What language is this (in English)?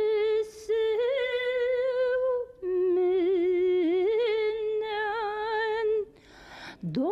Bashkir